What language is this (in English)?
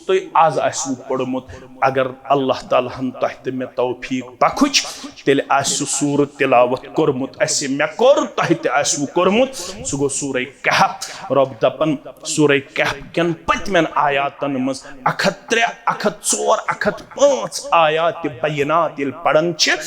Kashmiri